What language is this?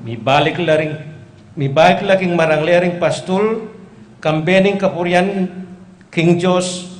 Pampanga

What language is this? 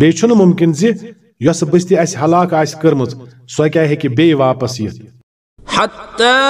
Kashmiri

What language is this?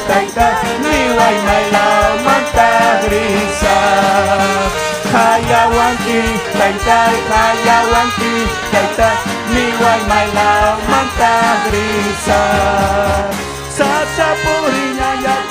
Ayacucho Quechua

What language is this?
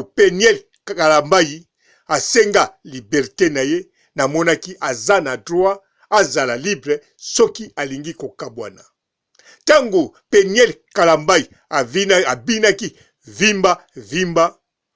Lingala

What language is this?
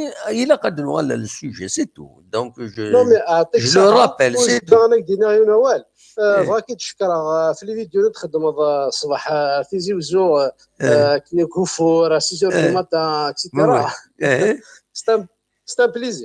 Kabyle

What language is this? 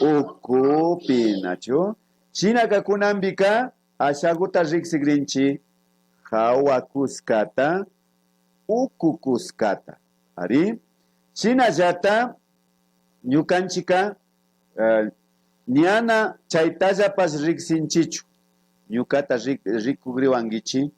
Imbabura Highland Quichua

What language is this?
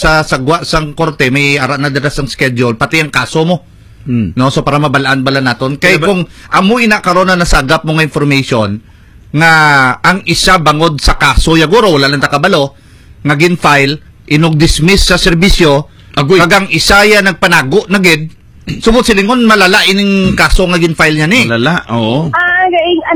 Hiligaynon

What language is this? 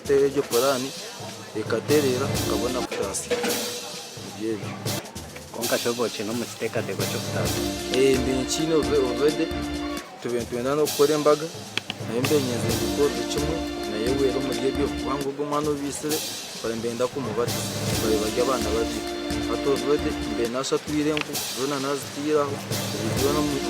Nyankole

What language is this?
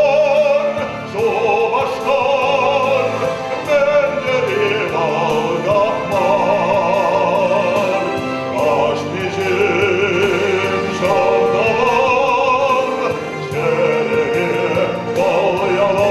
Chuvash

